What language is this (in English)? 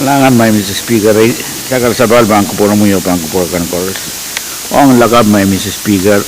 Pohnpeian